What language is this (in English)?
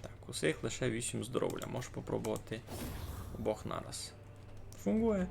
Rusyn